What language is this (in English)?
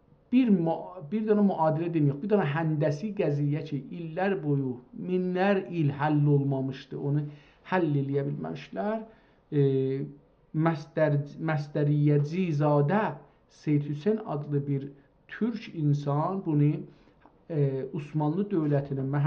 South Azerbaijani